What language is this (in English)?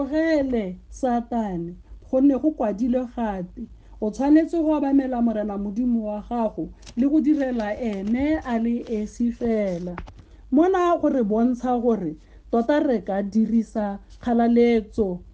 Tswana